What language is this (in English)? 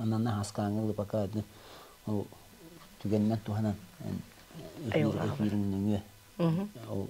Yakut